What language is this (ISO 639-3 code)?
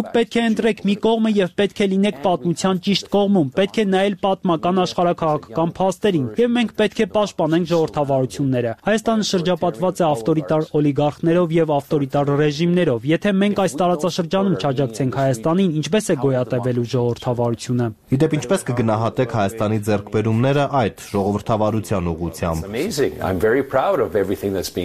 hye